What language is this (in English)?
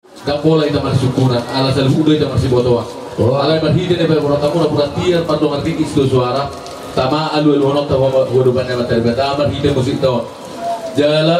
Batak Toba